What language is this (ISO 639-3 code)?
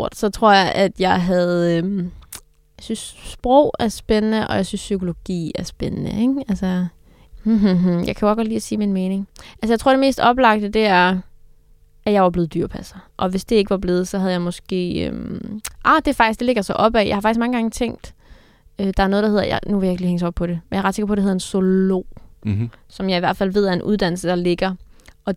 dan